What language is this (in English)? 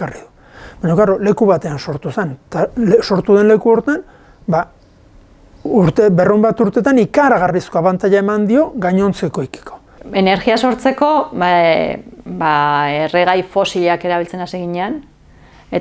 Basque